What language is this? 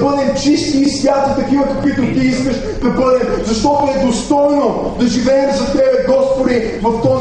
Bulgarian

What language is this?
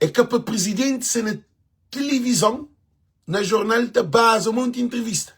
Kabuverdianu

